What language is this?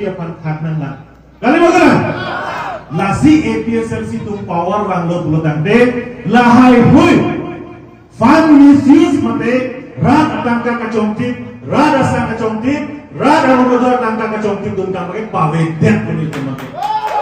Karbi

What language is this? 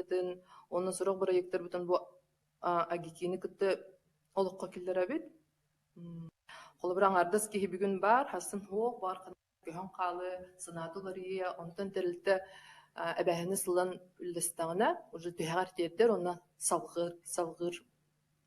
Yakut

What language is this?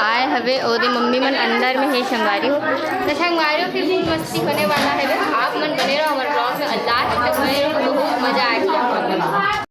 Chhattisgarhi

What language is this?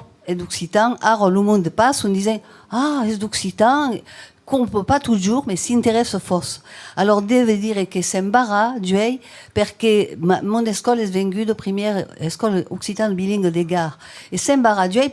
Occitan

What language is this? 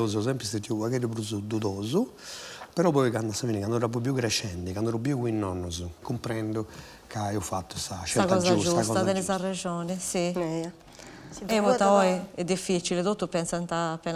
Sardinian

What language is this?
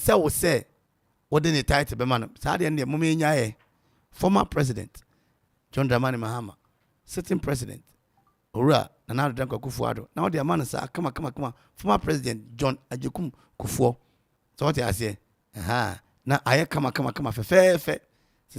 Akan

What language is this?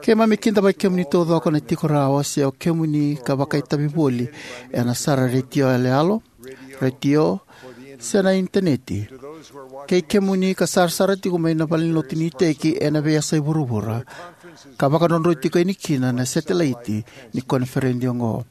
Fijian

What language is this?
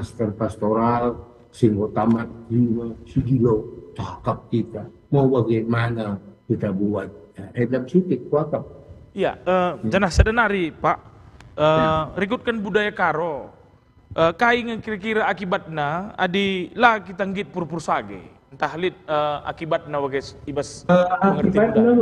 Batak Karo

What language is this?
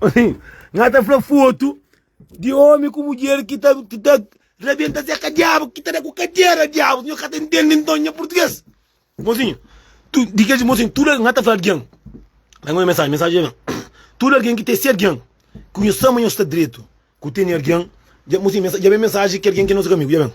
Kabuverdianu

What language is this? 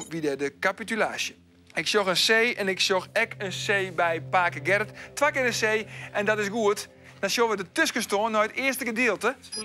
Western Frisian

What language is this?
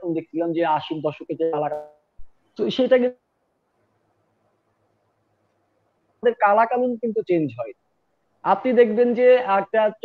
Bangla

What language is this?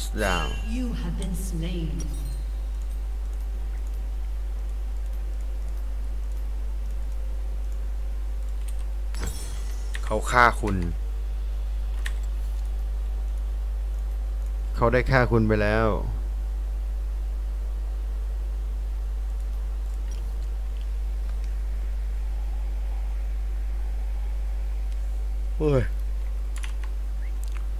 Thai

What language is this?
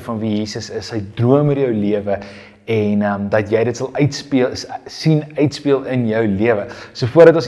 Afrikaans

